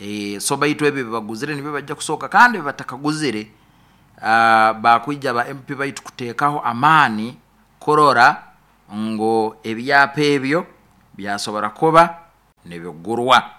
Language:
Nyoro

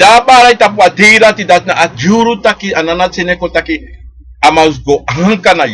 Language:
Sranan Tongo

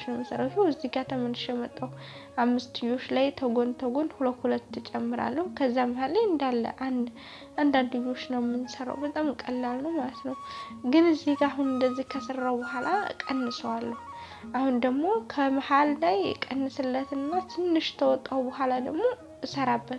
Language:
Amharic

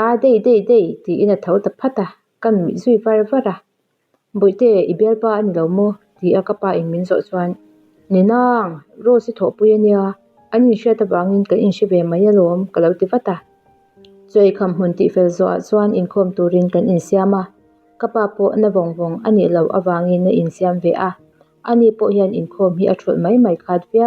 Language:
Mizo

